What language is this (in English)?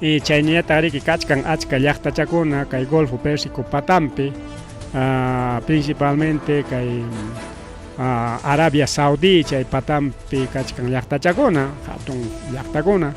Ayacucho Quechua